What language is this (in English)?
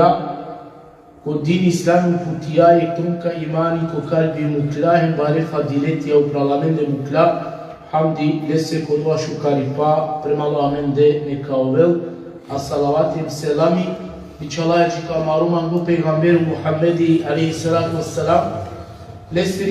Balkan Romani